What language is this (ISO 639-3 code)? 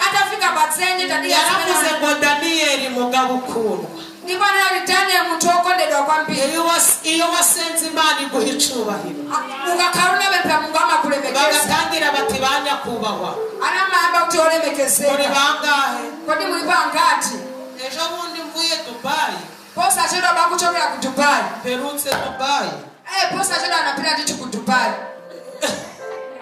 kin